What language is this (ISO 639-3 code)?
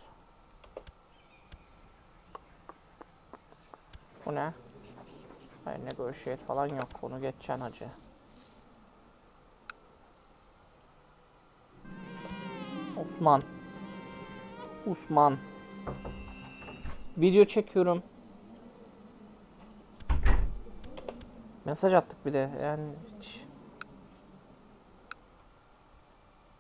tur